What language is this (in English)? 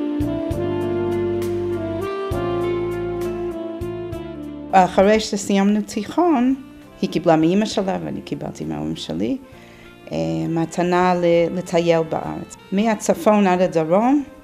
Hebrew